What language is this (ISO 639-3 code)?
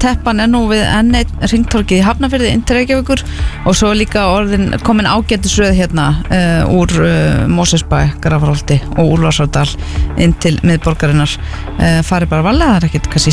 isl